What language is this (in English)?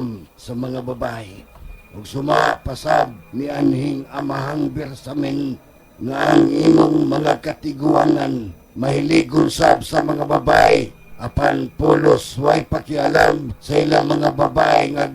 Cebuano